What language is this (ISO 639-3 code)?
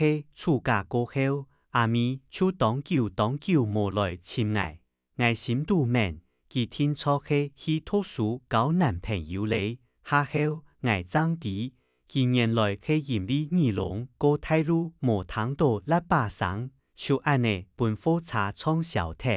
hak